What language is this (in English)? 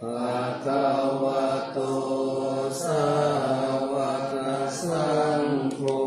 Pali